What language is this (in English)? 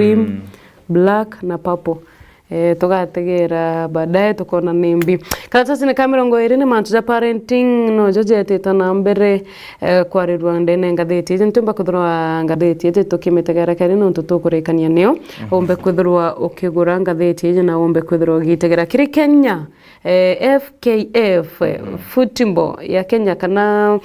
Meru